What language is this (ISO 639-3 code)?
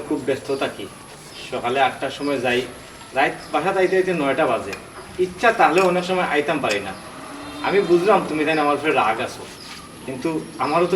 syl